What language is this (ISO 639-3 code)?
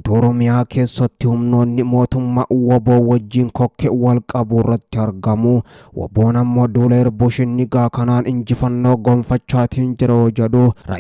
orm